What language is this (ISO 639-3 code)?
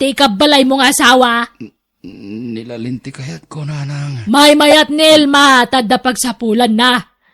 ilo